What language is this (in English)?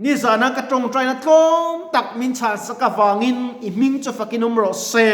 Mizo